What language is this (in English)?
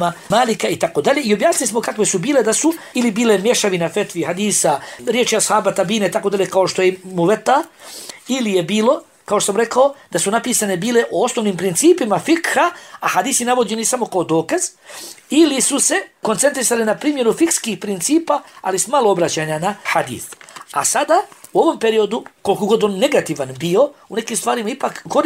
Bosnian